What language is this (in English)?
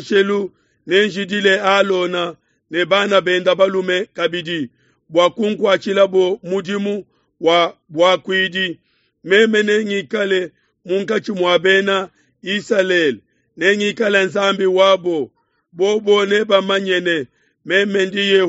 Luba-Lulua